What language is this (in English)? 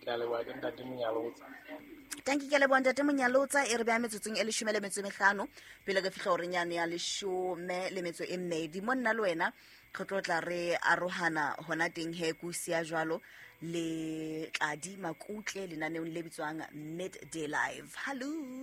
Southern Sotho